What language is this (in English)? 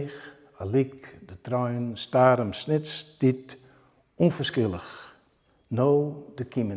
Western Frisian